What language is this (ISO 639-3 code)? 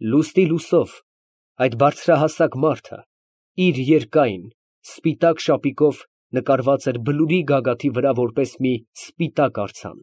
hye